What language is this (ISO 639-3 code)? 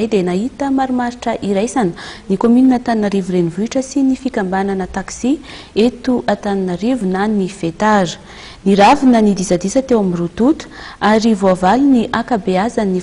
mlg